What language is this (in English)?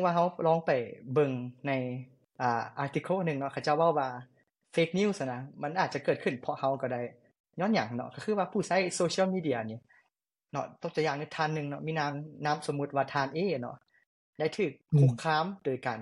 Lao